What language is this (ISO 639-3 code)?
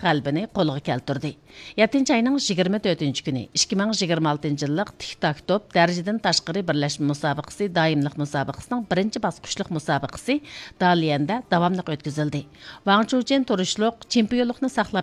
uig